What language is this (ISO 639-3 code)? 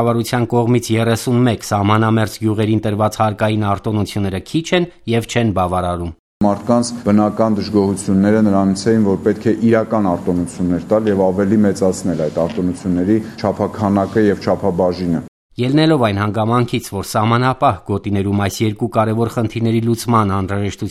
hye